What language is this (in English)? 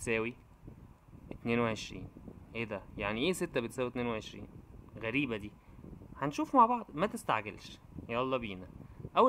Egyptian Arabic